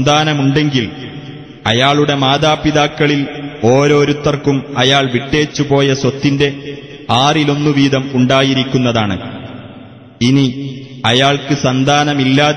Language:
Malayalam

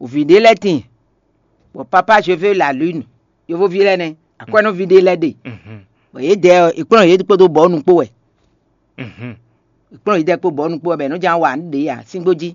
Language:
Fon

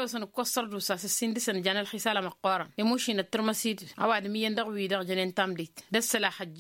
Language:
Tamasheq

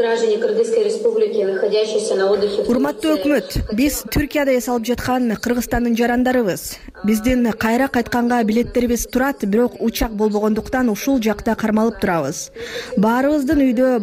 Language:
Kyrgyz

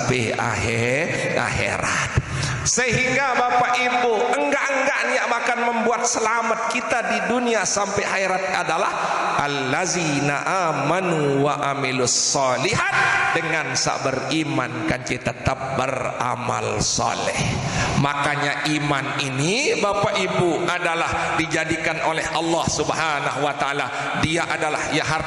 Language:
Sasak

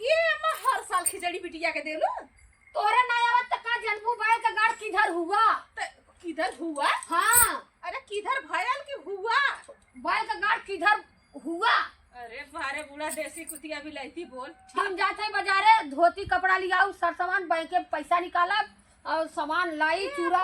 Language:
Awadhi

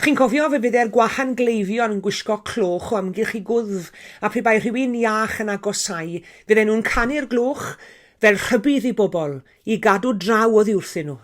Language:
Welsh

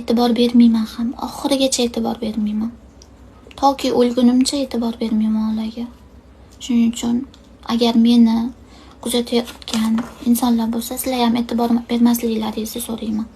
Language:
Uzbek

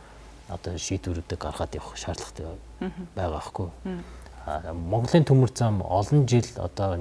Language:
Mongolian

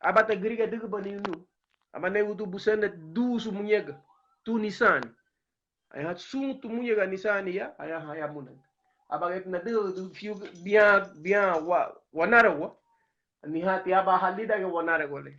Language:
Garifuna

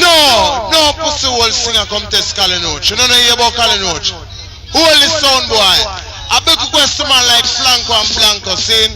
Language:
Jamaican Creole English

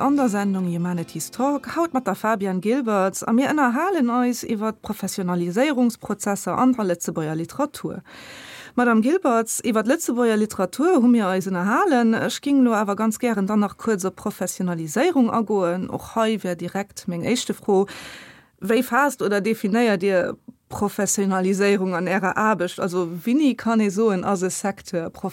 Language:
Luxembourgish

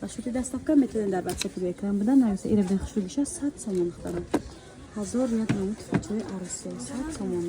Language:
Tajik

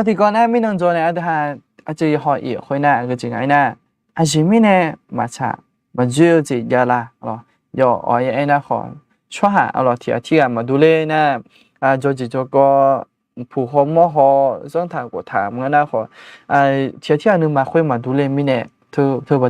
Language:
Akha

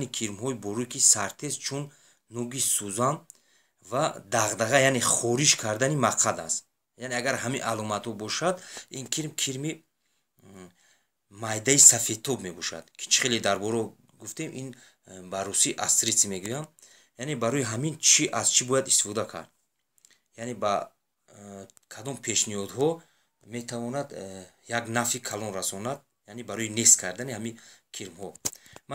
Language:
Tajik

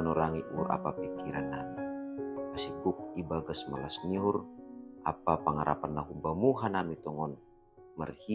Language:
Batak Simalungun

